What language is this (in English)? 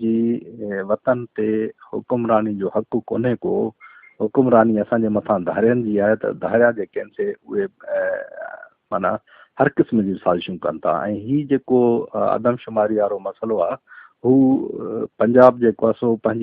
Sindhi